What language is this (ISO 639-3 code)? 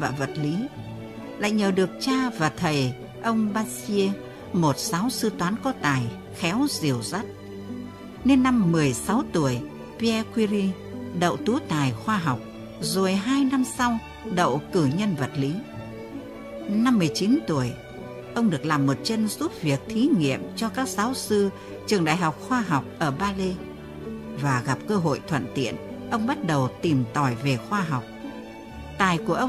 vie